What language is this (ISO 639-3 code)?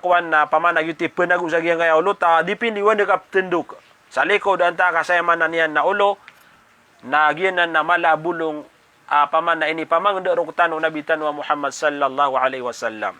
mrw